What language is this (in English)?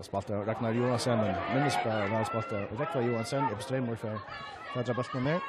Faroese